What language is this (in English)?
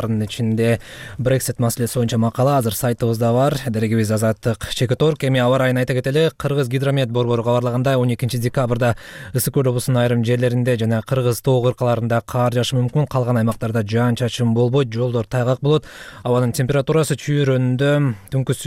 Kyrgyz